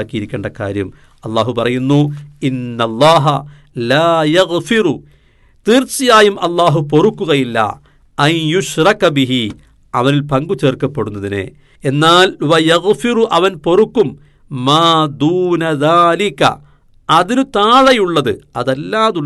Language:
Malayalam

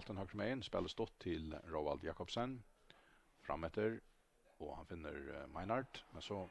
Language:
Faroese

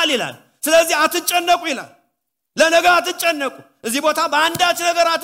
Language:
Amharic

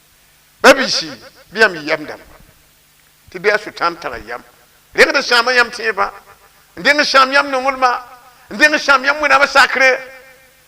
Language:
Mossi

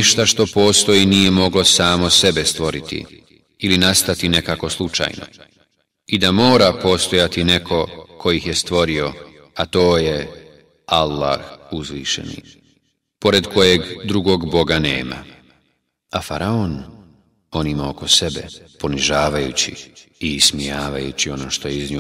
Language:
Bosnian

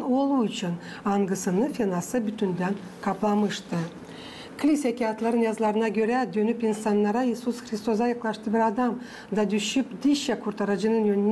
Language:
Gagauz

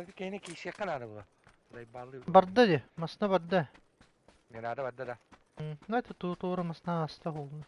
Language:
Yakut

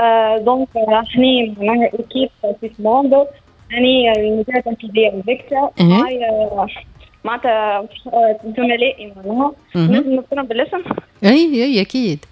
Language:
Tunisian Arabic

